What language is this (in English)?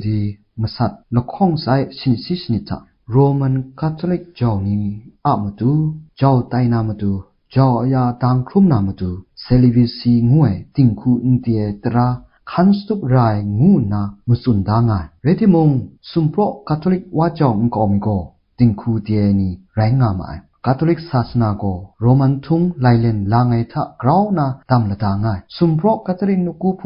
Kachin